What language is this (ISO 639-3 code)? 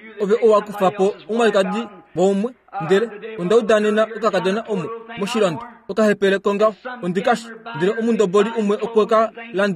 kua